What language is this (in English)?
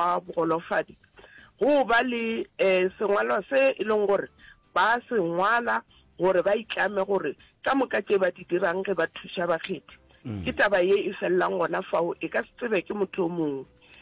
Northern Sotho